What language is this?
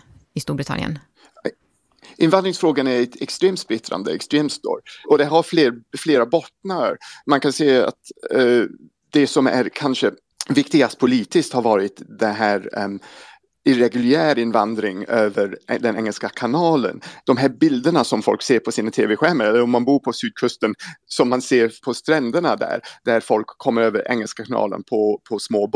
Swedish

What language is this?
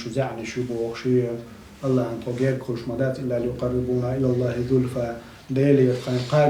Chechen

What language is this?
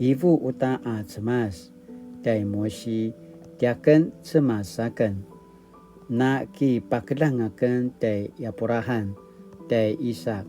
Paiwan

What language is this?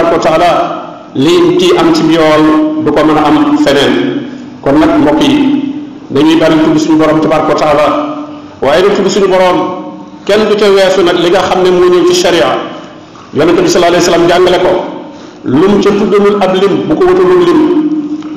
Wolof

